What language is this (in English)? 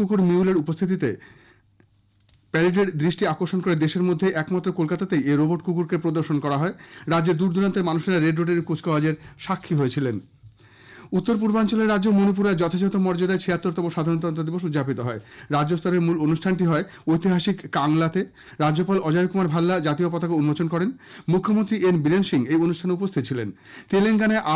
Bangla